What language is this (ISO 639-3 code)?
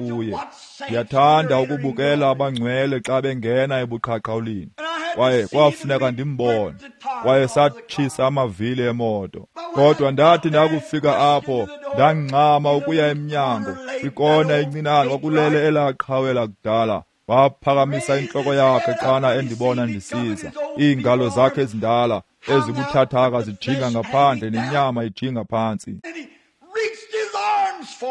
xho